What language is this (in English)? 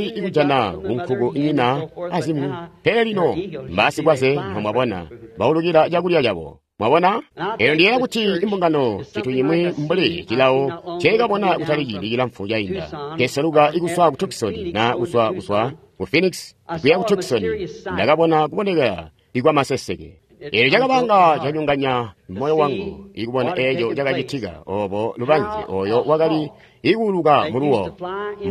Tonga (Zambia)